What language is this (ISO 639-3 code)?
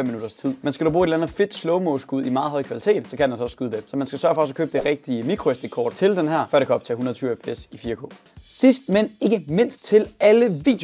dan